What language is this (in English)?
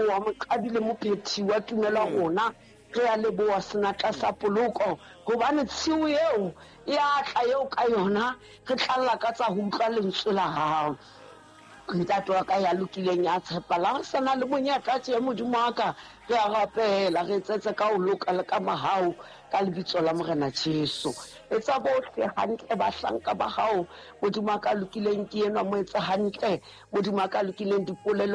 Southern Sotho